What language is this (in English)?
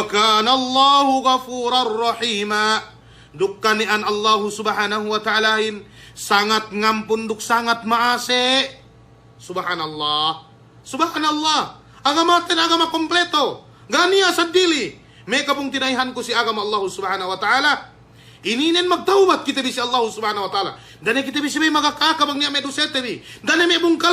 Yakan